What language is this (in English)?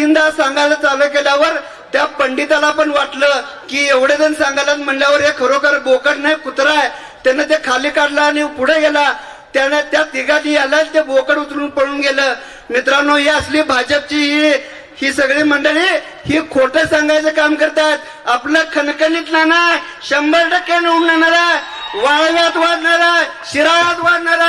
Marathi